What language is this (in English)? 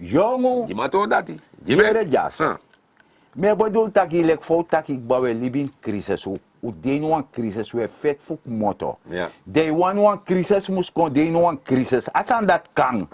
Sranan Tongo